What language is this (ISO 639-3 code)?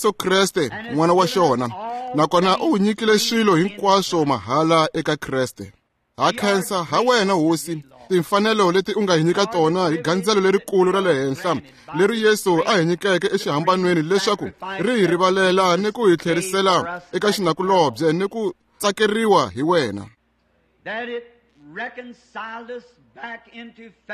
tso